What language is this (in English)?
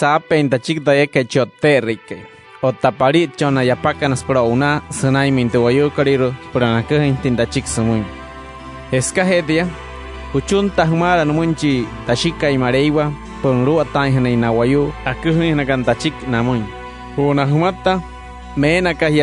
Wayuu